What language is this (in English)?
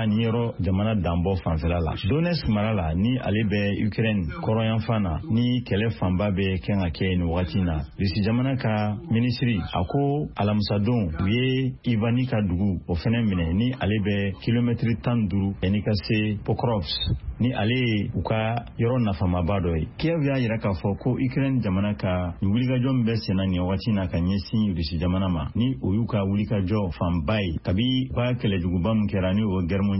Bambara